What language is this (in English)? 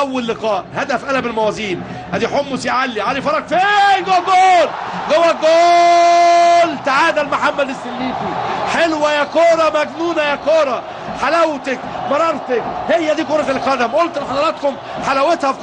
Egyptian Arabic